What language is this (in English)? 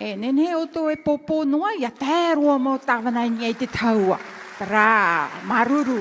Tahitian